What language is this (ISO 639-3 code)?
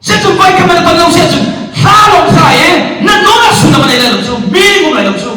cnh